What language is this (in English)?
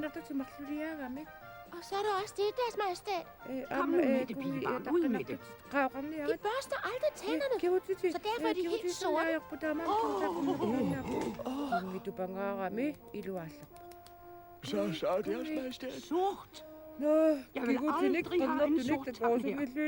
Kalaallisut